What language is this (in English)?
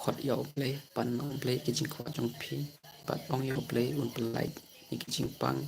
Khasi